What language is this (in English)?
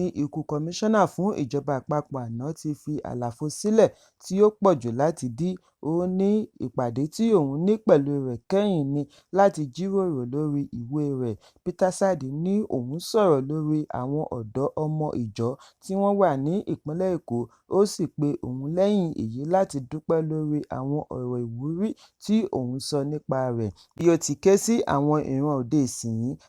Yoruba